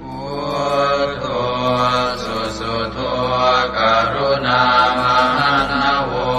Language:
Pali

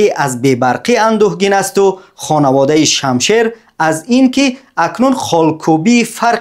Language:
Tajik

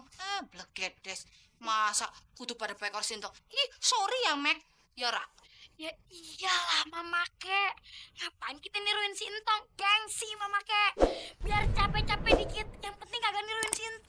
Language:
Betawi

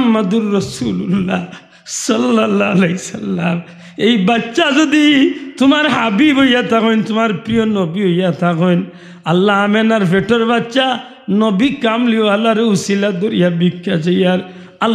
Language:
Sylheti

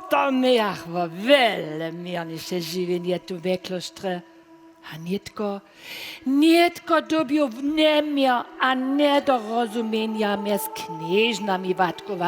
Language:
Upper Sorbian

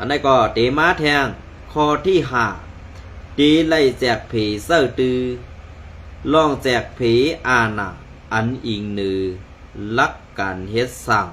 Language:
Shan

